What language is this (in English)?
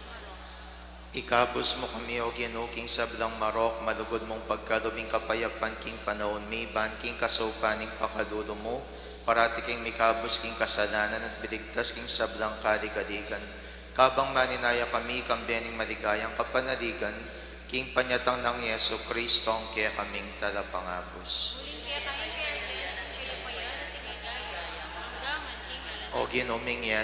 Pampanga